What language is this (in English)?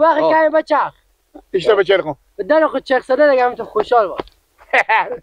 Persian